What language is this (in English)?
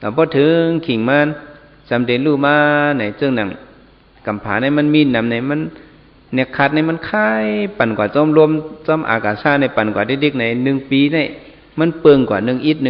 Shan